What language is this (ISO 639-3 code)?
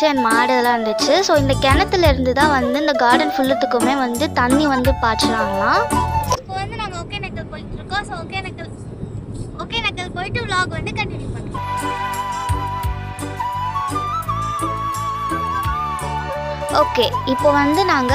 tam